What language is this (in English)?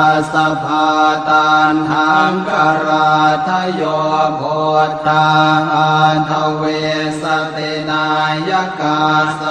Pali